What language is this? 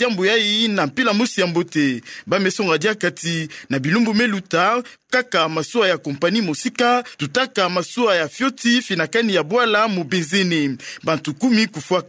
Kituba (Democratic Republic of Congo)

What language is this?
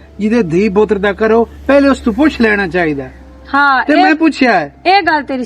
Western Panjabi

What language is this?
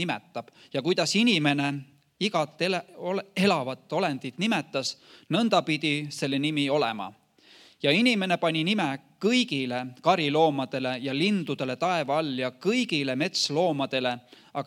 Estonian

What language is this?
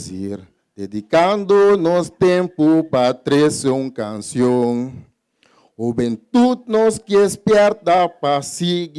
Papiamento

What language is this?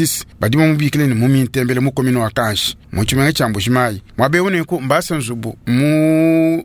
Luba-Lulua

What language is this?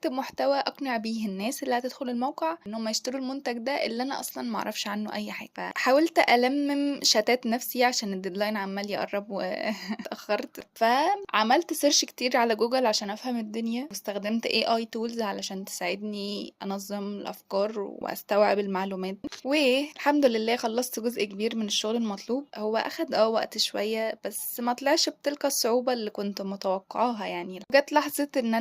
Egyptian Arabic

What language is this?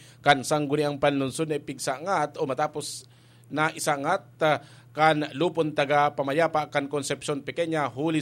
Bikol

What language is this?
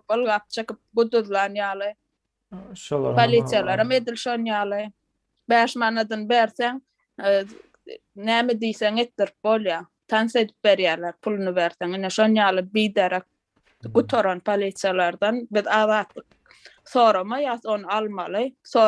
Turkmen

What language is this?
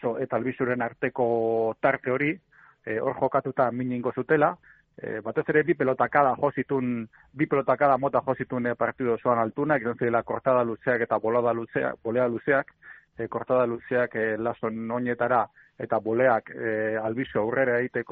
Basque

